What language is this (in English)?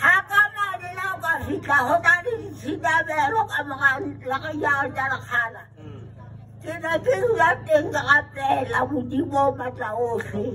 Southern Sotho